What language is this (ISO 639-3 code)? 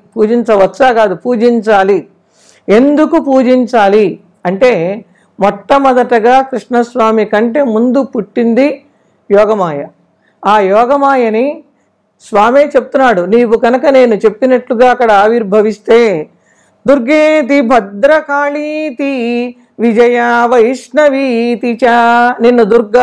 tel